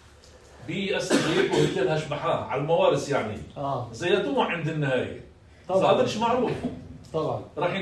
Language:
North Levantine Arabic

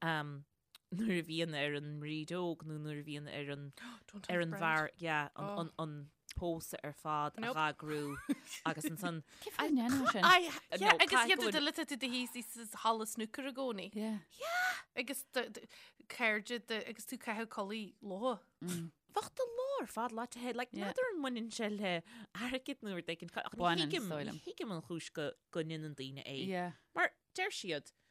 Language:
Irish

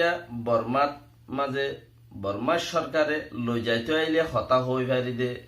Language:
Rohingya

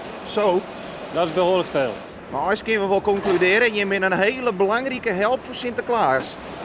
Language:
Western Frisian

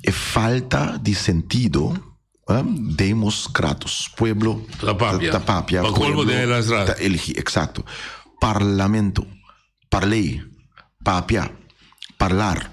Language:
Papiamento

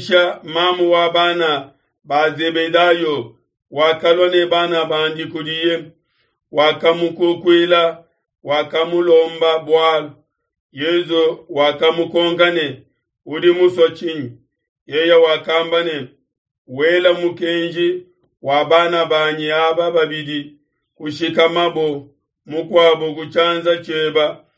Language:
Luba-Lulua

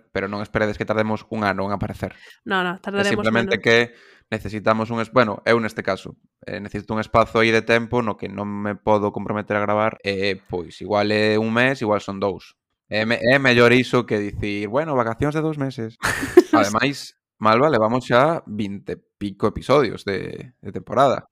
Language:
Galician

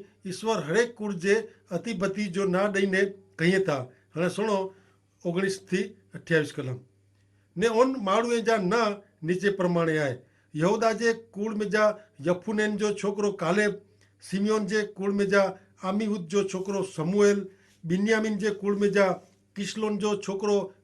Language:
Kachhi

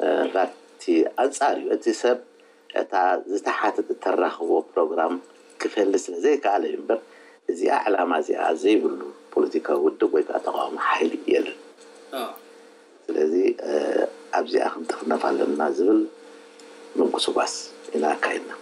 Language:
Tigrinya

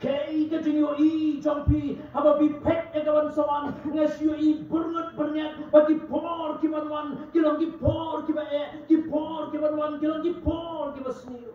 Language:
Khasi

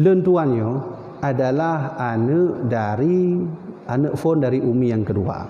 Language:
Achinese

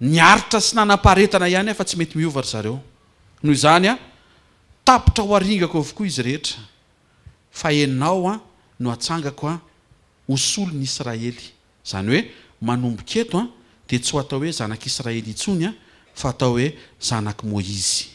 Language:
Malagasy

